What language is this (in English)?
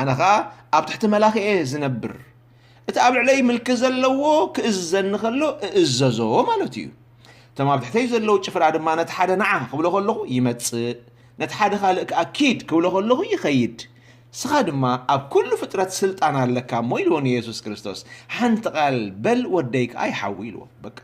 Tigrinya